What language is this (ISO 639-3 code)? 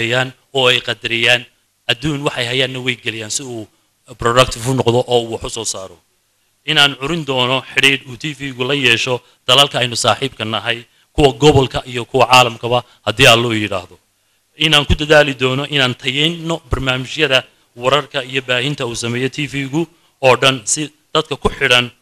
som